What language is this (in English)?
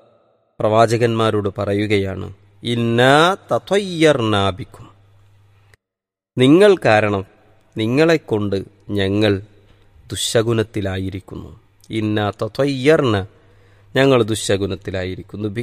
Malayalam